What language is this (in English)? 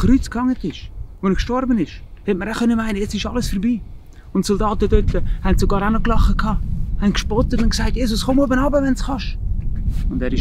Swiss German